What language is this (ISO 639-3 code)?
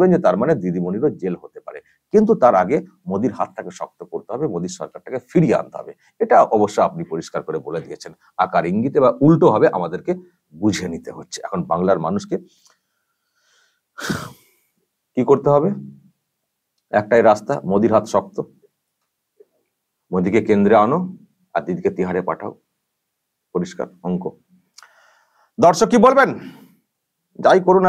ben